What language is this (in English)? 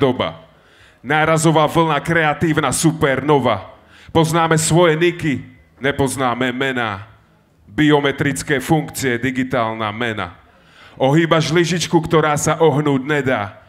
Slovak